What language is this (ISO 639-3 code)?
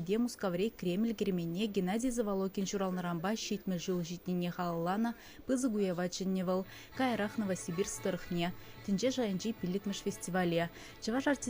chv